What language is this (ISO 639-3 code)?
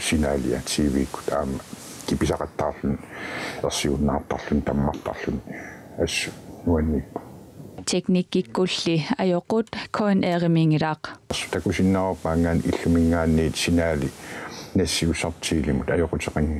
kal